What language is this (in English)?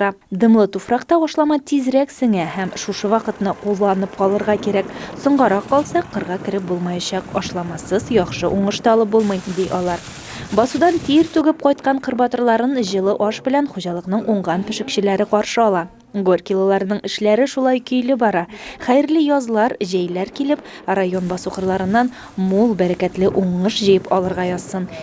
Tatar